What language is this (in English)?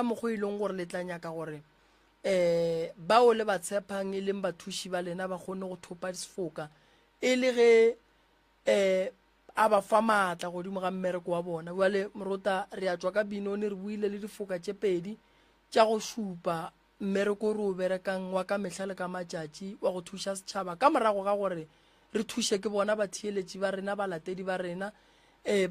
Northern Sotho